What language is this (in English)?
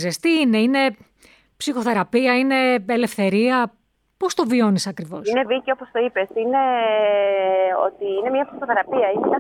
Greek